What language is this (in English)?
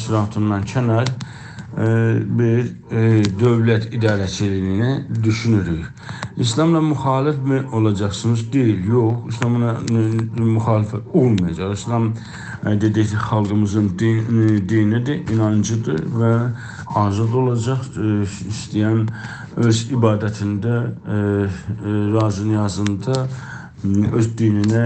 South Azerbaijani